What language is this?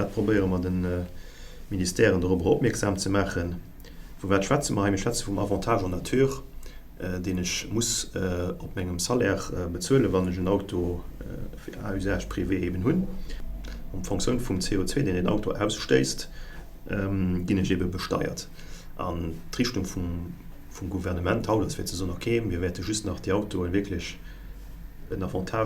Luxembourgish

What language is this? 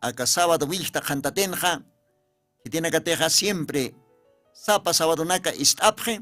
Aymara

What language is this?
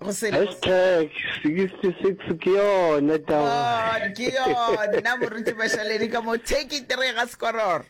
Northern Sotho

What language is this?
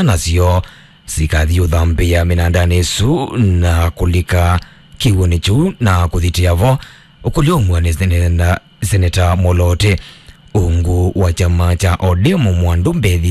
Kamba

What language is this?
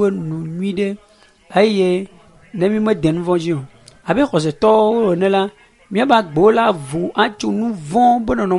Ewe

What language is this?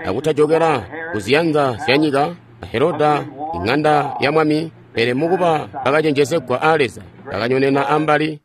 Tonga (Zambia)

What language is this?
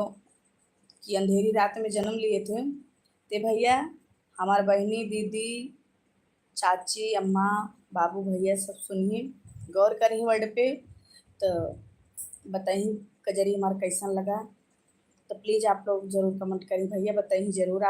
Awadhi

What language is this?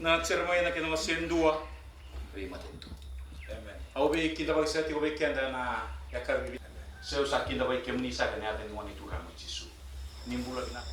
Fijian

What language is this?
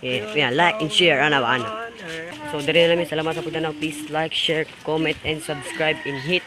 Cebuano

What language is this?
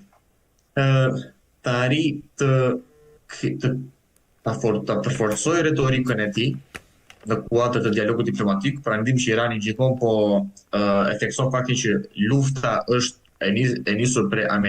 Albanian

